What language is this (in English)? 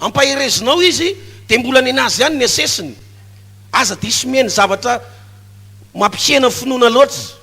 Malagasy